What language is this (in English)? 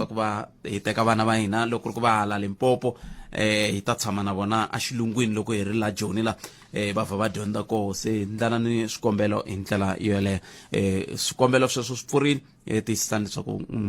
Tsonga